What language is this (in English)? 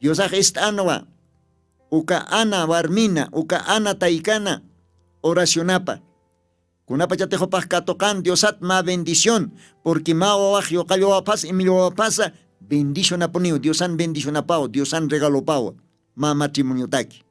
Aymara